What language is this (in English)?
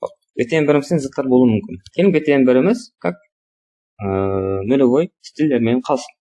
Kara-Kalpak